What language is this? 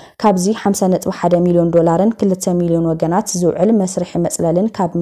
Tigrinya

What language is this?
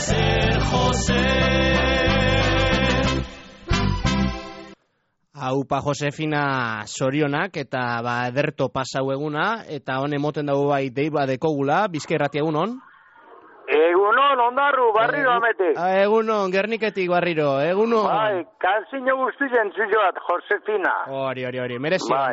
Basque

